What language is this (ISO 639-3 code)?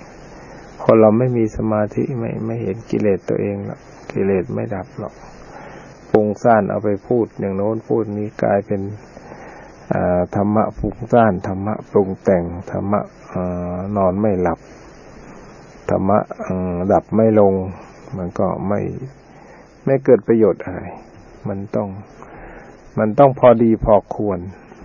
tha